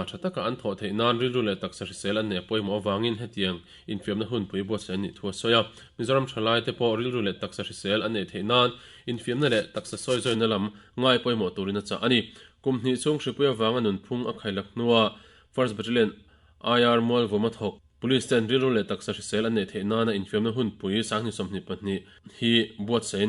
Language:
Mizo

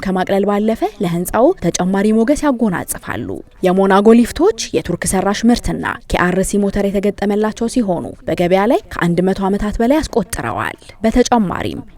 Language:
Amharic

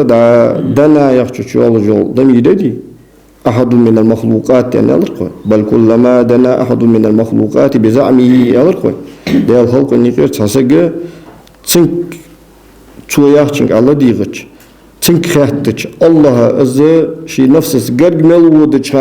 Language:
Ingush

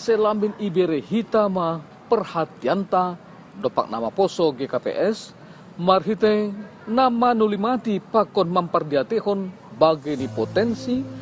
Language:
Batak Simalungun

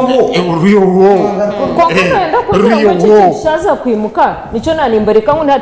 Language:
Nyankole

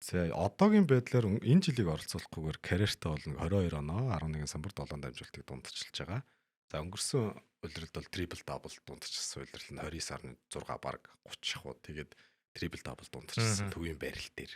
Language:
Mongolian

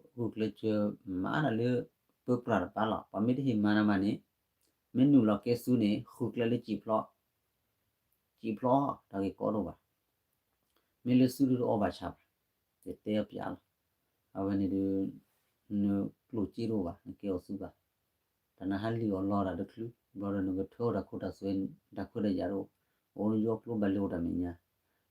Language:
S'gaw Karen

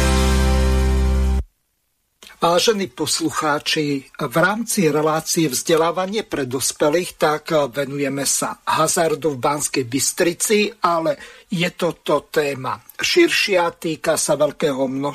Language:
Slovak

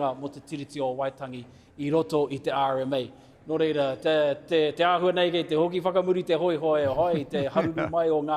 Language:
Māori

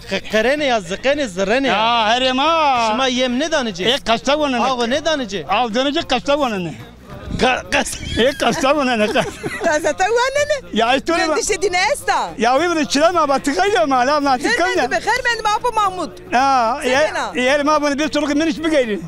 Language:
Zaza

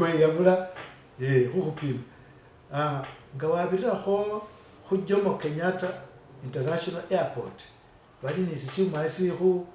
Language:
Masaaba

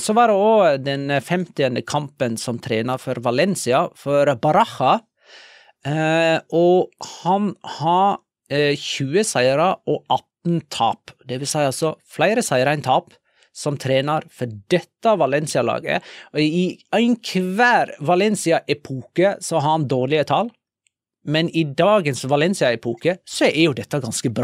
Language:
Norwegian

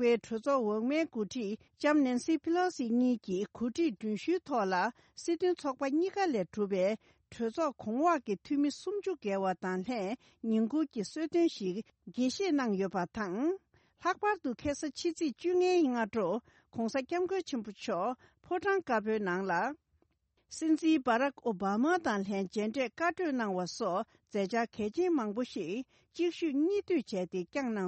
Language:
Tibetan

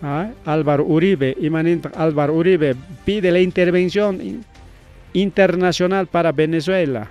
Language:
Ayacucho Quechua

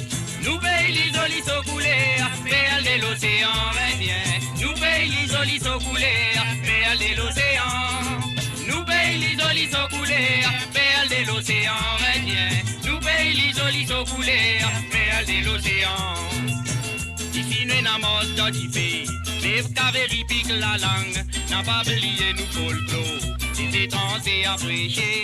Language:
Morisyen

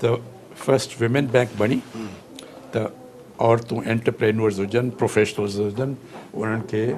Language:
Sindhi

